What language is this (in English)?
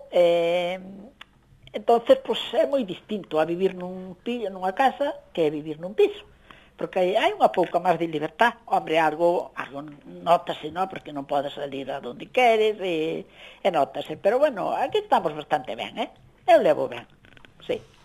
Galician